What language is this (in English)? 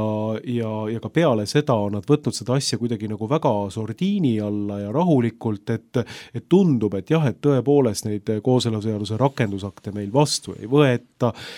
Estonian